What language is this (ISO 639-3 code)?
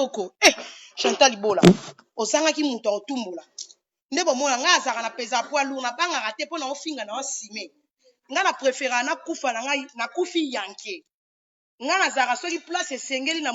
lin